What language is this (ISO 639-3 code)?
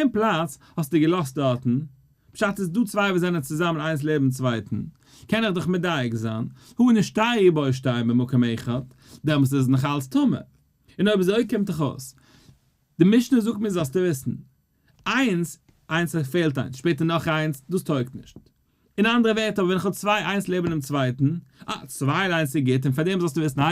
yid